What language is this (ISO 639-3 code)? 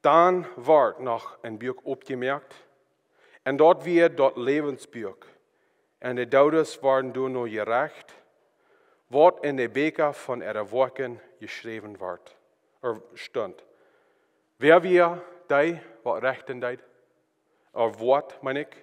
pdt